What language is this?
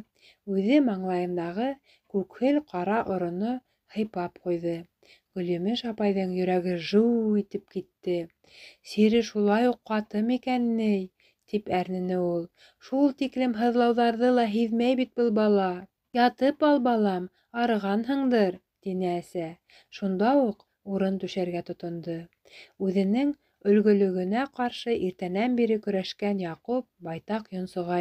Bashkir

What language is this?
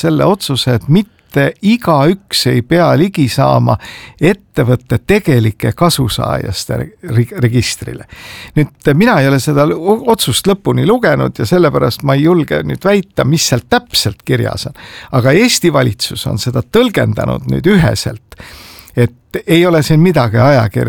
Estonian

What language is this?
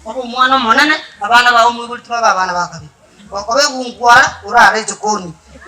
Gusii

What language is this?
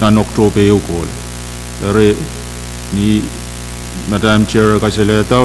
Pohnpeian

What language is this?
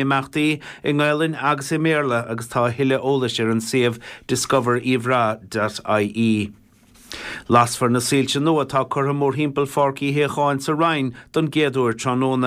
Irish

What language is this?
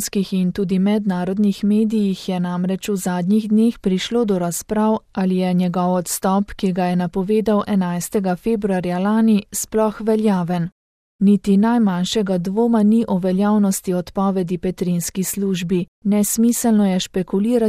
Slovenian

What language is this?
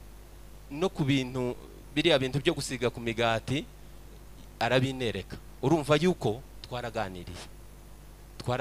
Kinyarwanda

